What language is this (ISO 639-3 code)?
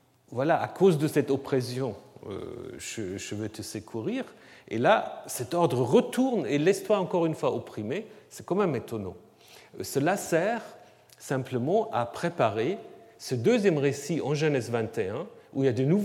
fra